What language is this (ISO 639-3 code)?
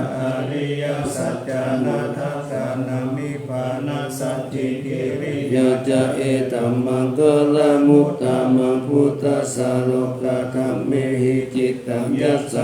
pli